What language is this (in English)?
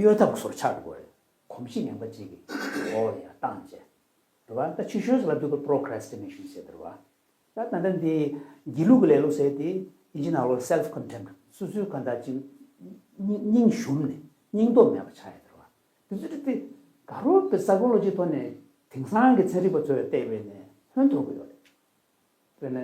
Tibetan